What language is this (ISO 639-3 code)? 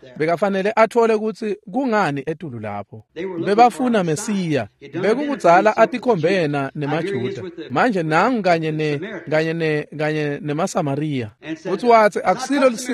ssw